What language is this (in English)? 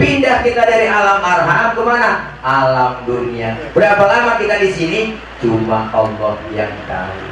Betawi